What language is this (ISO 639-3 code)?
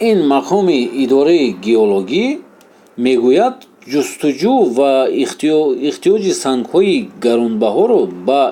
tgk